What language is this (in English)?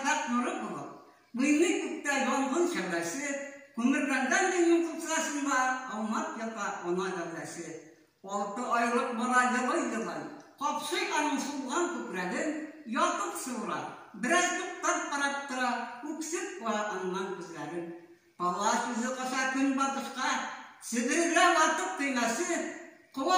Tatar